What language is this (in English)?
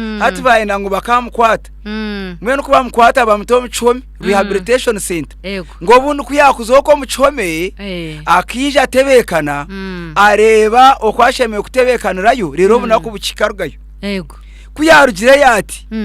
Nyankole